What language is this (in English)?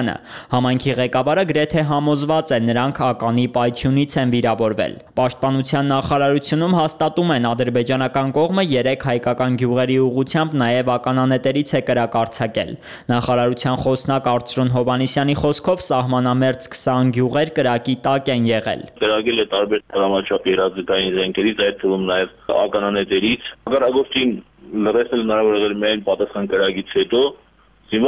Armenian